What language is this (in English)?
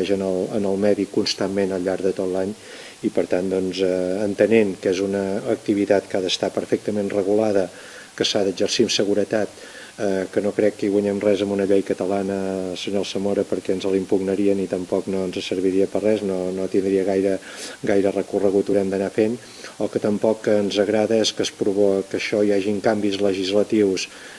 Catalan